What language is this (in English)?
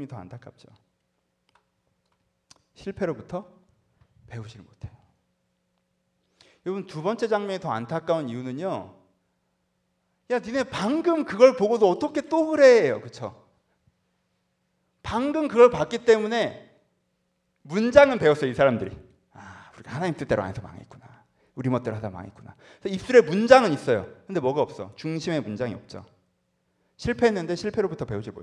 Korean